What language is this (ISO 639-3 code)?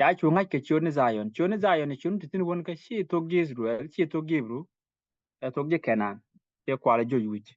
nus